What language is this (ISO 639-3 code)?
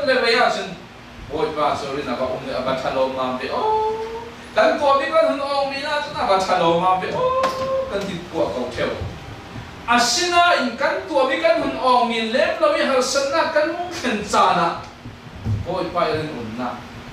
cfm